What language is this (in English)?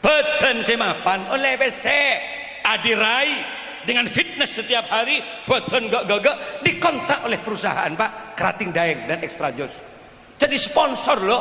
Madurese